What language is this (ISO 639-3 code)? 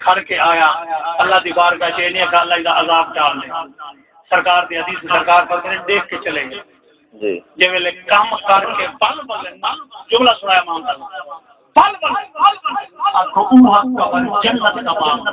skr